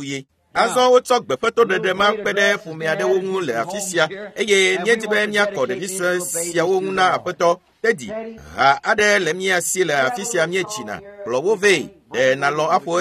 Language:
Ewe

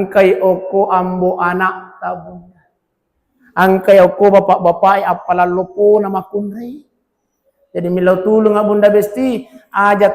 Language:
Buginese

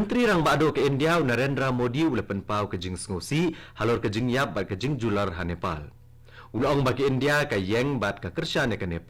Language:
Khasi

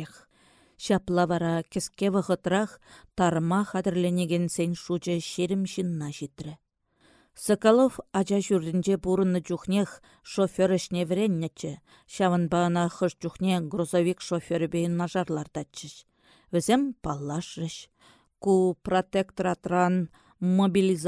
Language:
Chuvash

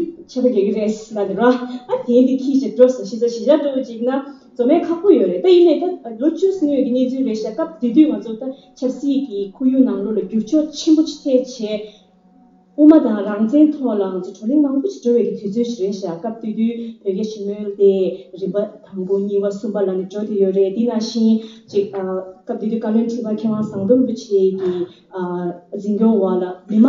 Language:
Tibetan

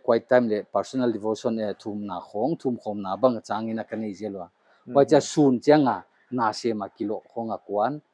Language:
Paite Chin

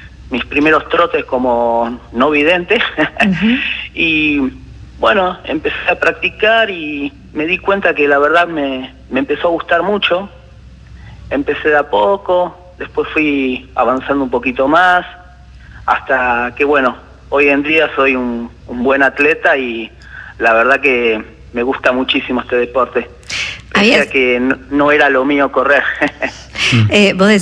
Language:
Spanish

